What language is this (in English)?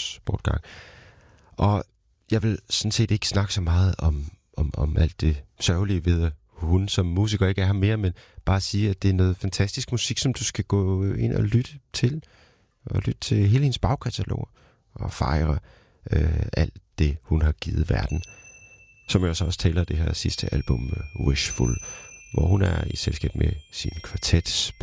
Danish